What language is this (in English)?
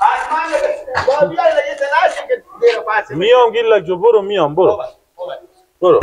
Persian